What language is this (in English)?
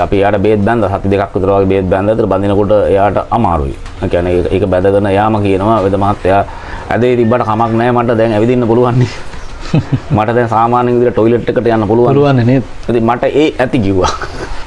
Sinhala